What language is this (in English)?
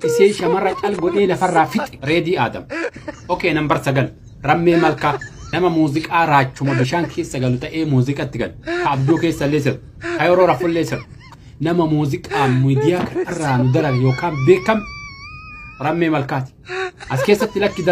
Oromo